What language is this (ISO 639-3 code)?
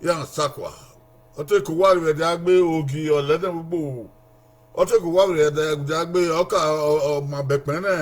bin